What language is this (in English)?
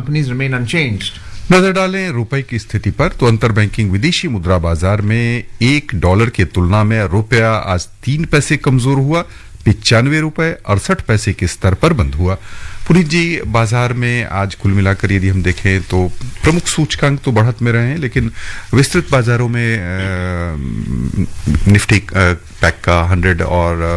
Hindi